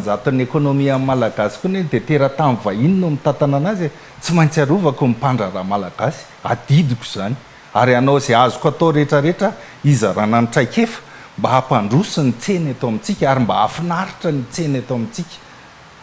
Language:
Malagasy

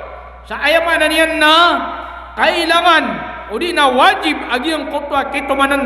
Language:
Maranao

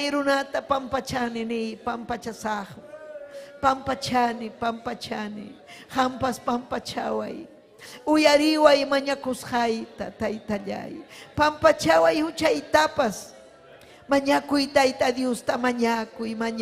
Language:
Ayacucho Quechua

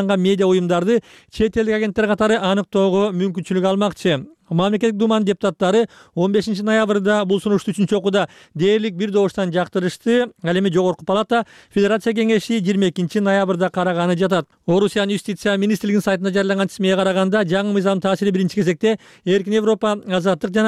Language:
Kyrgyz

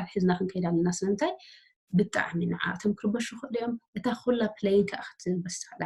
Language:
Tigrinya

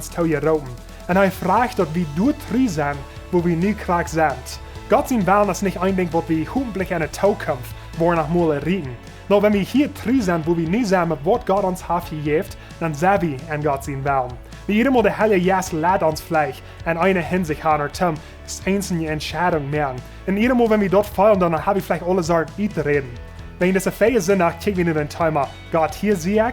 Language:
Plautdietsch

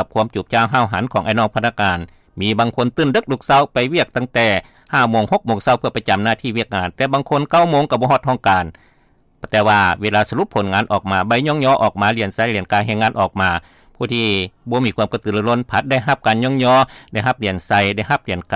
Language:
Lao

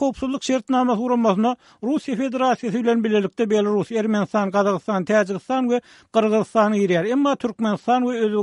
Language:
Turkmen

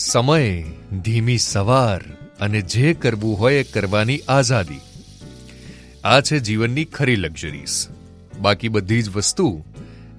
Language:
Gujarati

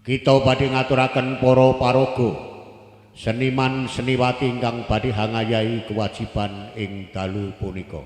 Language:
Javanese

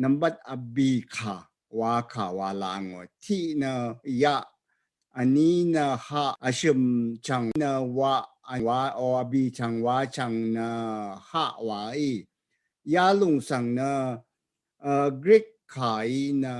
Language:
Rawang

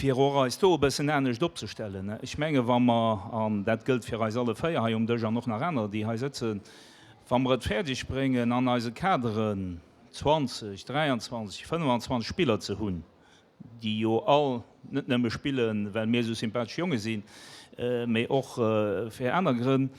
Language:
Luxembourgish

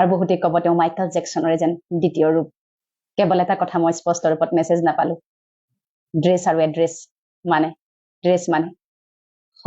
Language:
Assamese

